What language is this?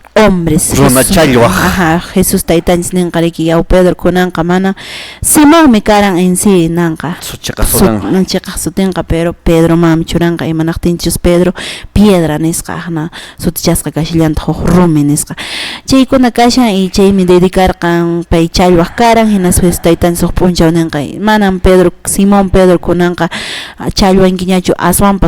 Quechua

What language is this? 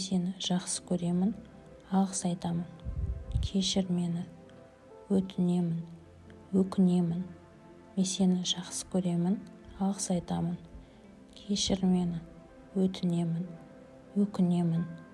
Kazakh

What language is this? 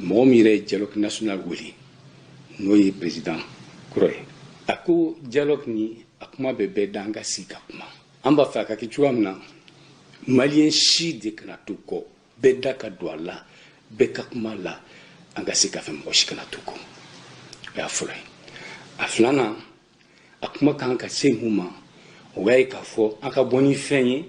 Bambara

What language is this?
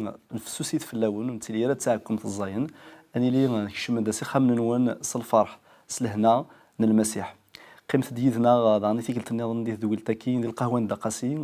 Kabyle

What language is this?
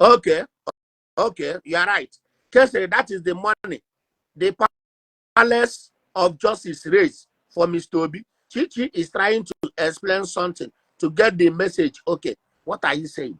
Igbo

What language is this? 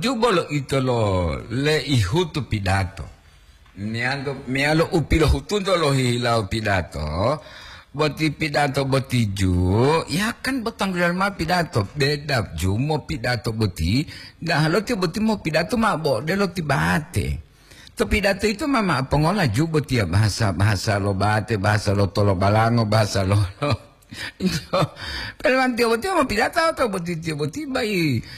Gorontalo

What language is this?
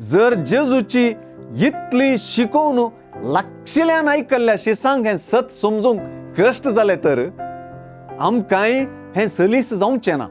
Konkani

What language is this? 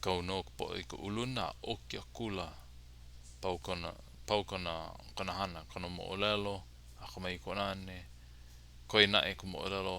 Hawaiian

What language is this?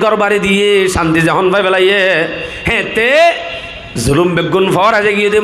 Rohingya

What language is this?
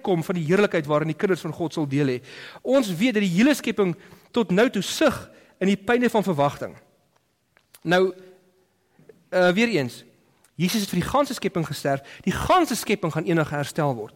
Afrikaans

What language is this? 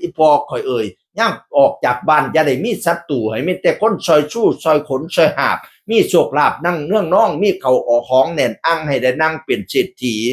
Northeastern Thai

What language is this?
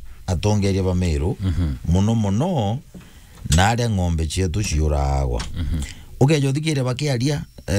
Meru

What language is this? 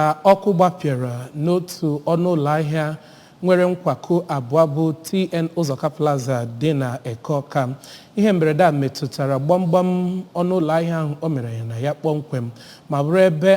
Igbo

